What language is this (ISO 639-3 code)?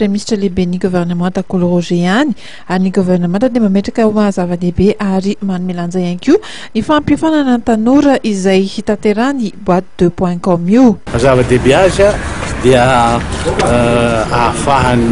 mlg